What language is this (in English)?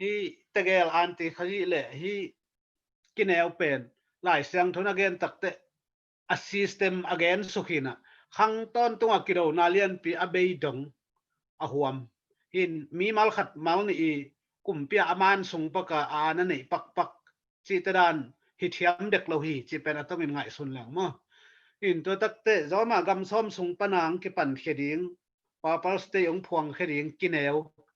Tedim Chin